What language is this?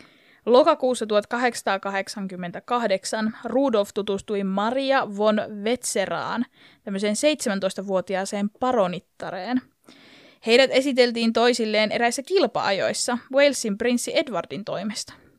Finnish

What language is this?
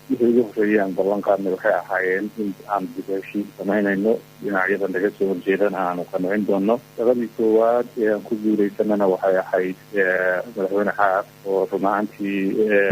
Somali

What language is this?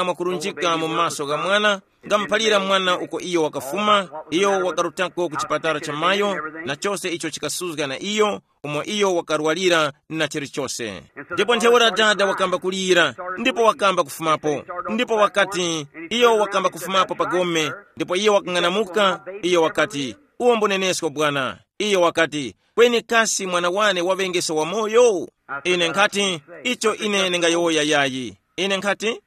Tumbuka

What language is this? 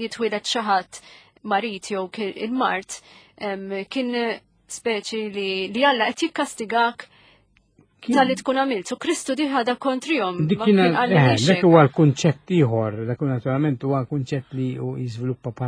Maltese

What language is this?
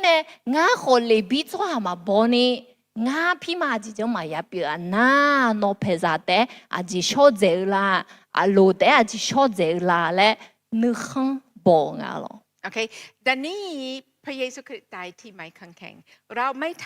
Akha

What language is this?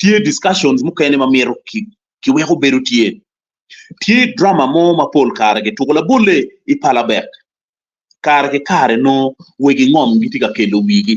Acoli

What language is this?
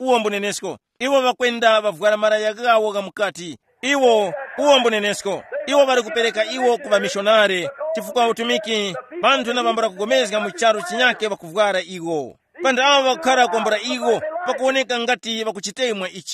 Tumbuka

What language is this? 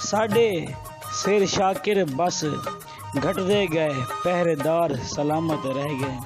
Saraiki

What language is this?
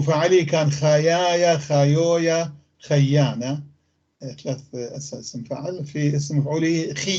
North Levantine Arabic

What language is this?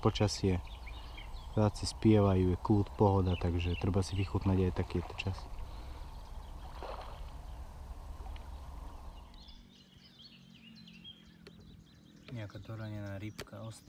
Slovak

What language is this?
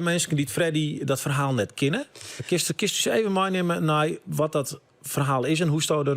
Western Frisian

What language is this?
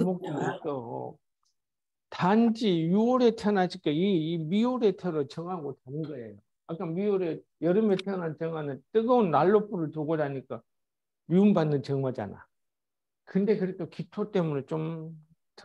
Korean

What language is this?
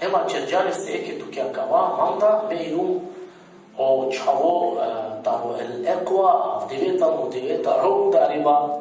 Balkan Romani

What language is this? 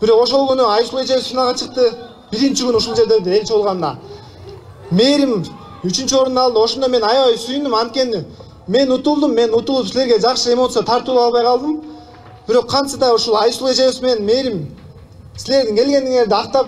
Kyrgyz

